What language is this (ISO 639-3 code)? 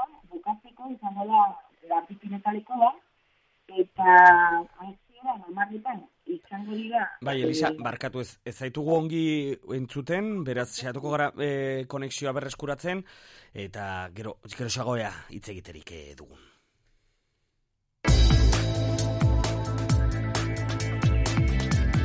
eus